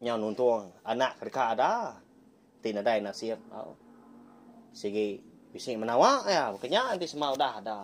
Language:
Iban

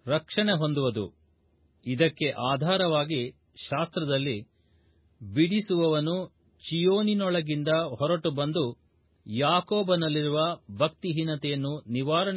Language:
Kannada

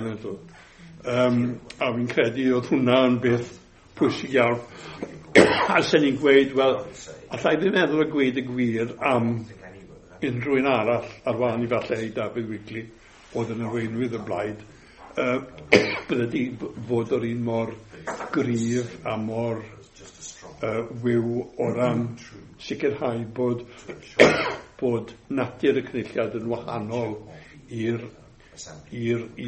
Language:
Welsh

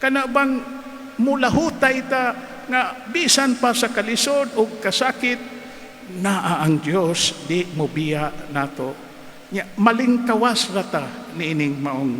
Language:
Cebuano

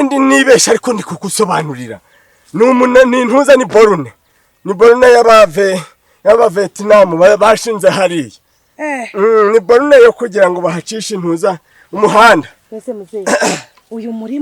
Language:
Kinyarwanda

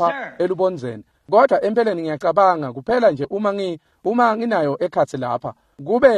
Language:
Swati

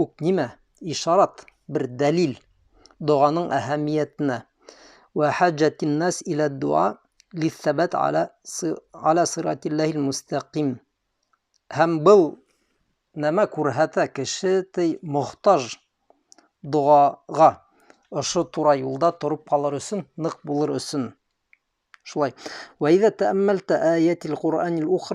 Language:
Bashkir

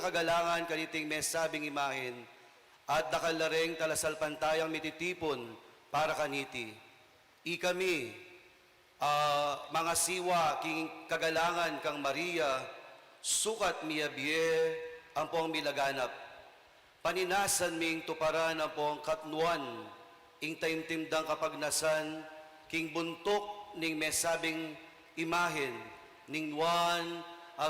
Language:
Pampanga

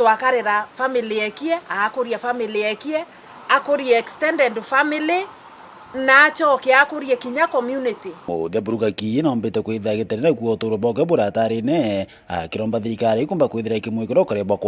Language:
Meru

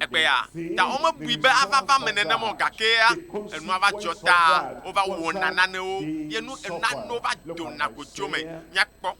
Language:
Ewe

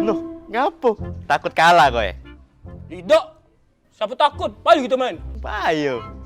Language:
Musi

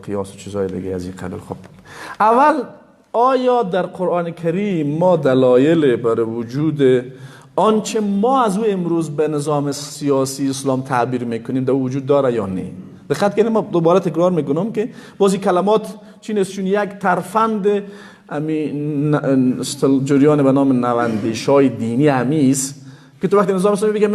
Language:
Persian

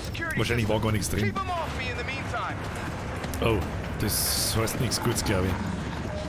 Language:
Bavarian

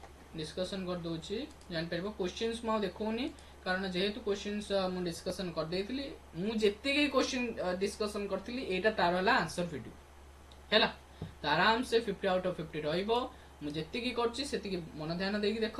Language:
Odia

